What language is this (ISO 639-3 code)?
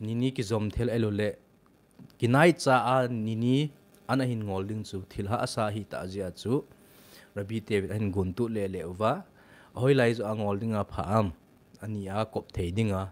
tcz